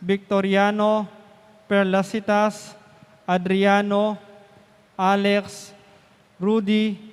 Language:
Pampanga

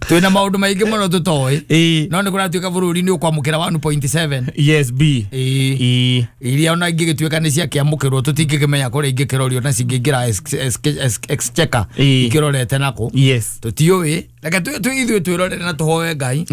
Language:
Kikuyu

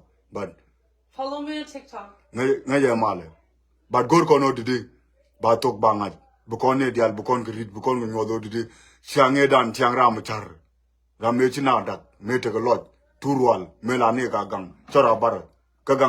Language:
Nuer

